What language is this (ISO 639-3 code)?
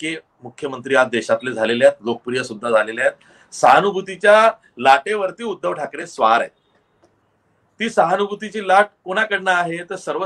mar